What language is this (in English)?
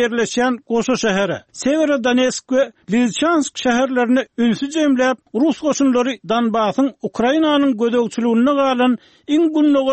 Turkmen